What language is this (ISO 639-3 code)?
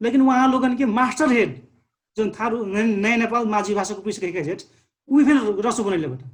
thl